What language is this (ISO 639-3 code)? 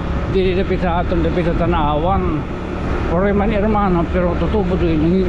war